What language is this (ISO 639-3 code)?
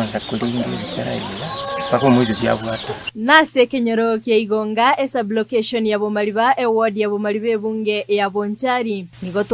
guz